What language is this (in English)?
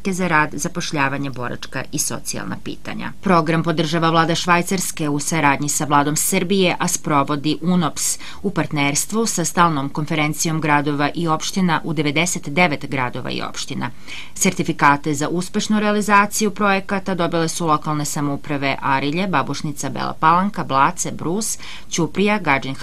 Serbian